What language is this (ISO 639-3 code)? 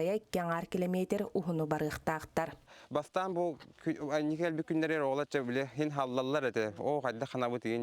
sah